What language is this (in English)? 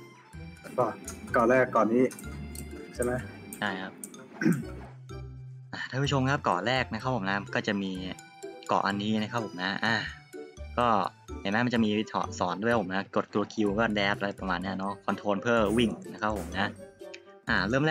Thai